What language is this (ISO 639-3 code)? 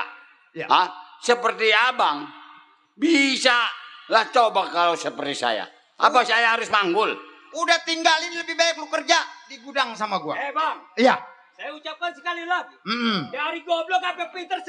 bew